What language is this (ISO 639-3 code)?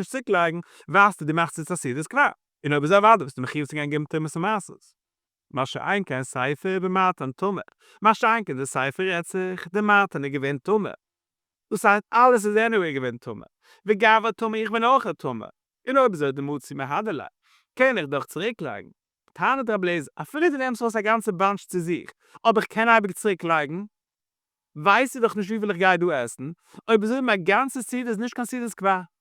yid